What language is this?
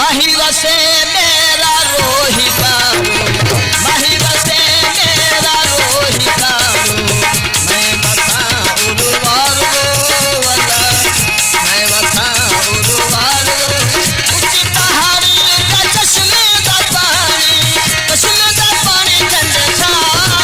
Saraiki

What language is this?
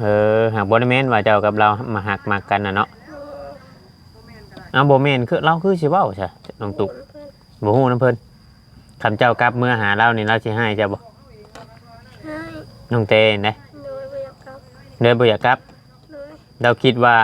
Northeastern Thai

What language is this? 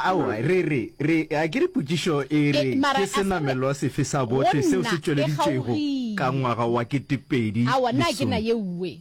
Northern Sotho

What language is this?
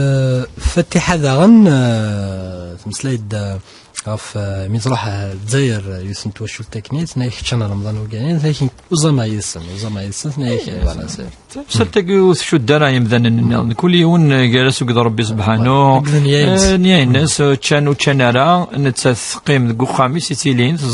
Kabyle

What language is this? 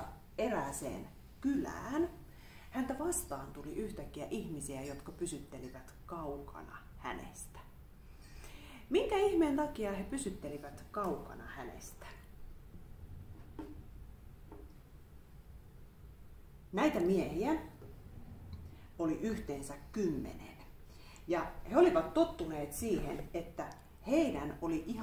Finnish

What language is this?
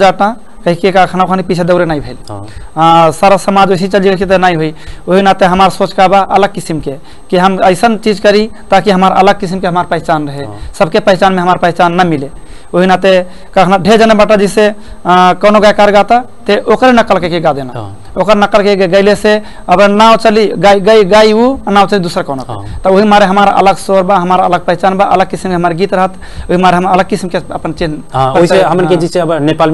Bhojpuri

